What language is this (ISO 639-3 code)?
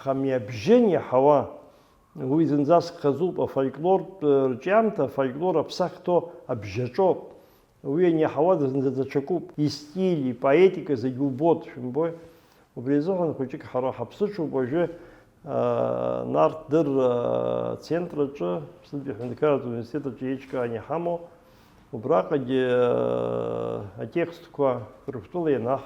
abk